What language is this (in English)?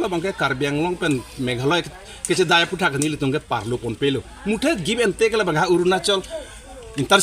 Karbi